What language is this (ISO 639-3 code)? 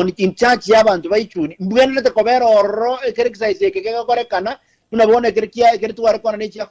guz